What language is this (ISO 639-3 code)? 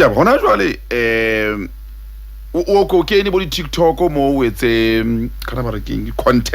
sot